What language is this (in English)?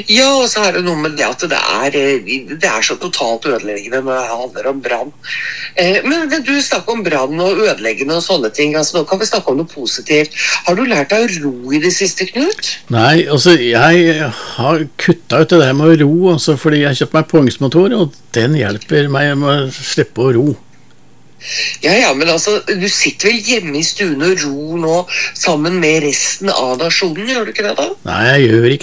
Norwegian